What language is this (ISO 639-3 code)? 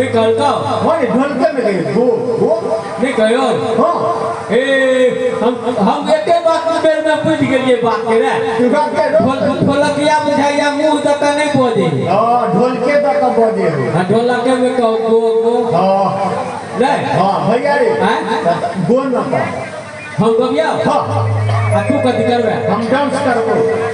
mai